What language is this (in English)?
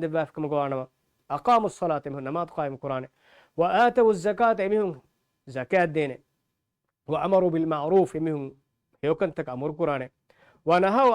Divehi